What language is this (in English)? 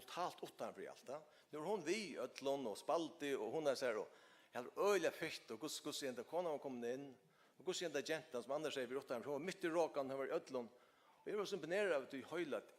Faroese